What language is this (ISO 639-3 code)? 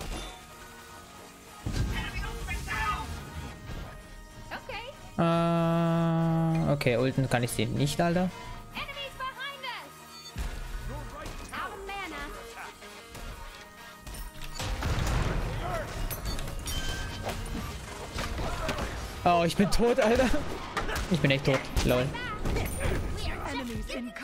deu